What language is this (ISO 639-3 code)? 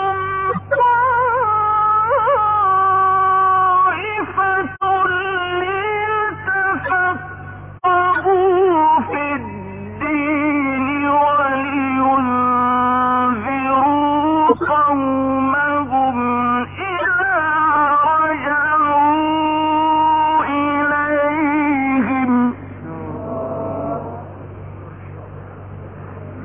ara